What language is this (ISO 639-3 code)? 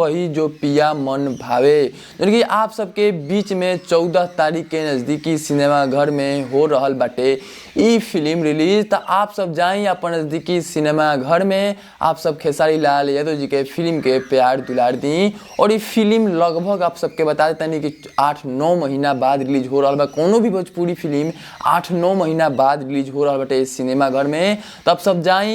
bho